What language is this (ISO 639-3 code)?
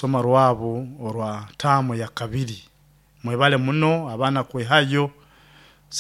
nyo